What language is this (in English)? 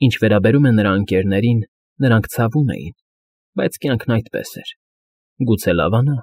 Armenian